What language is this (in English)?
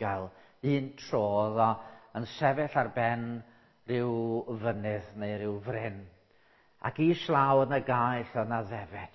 Welsh